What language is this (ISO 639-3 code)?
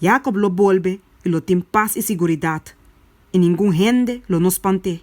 pap